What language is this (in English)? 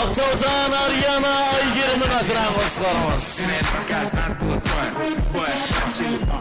Kara-Kalpak